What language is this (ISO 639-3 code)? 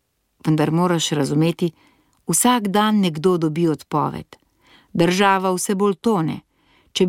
slv